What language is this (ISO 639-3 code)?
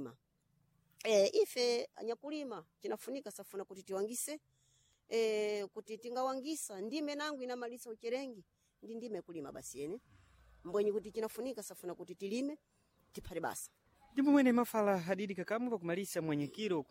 seh